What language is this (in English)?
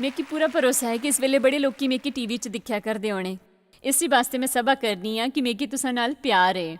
Dogri